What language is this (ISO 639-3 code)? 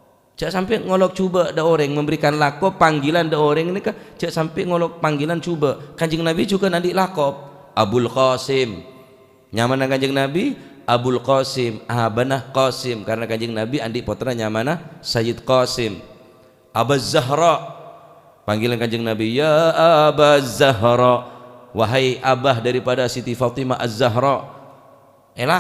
mad